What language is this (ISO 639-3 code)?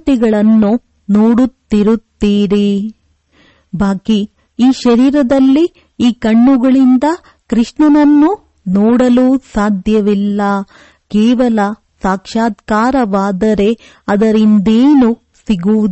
kan